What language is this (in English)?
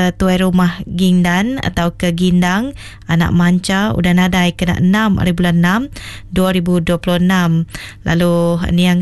Iban